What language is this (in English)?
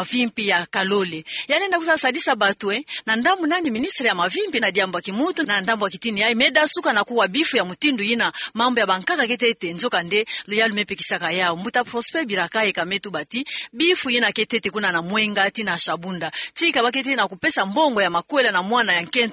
Kituba (Democratic Republic of Congo)